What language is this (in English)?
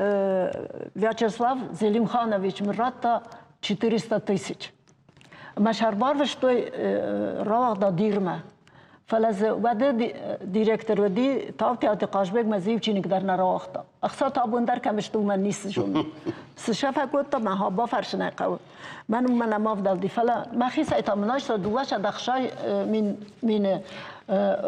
Ossetic